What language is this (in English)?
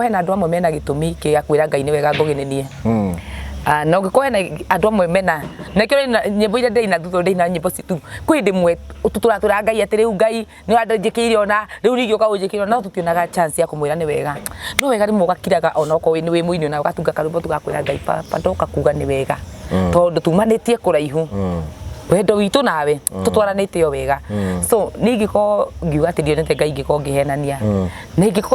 Kikuyu